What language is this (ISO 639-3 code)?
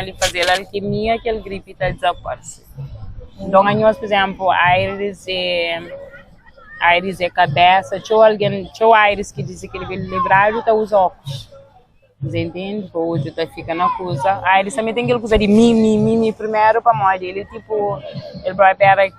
kea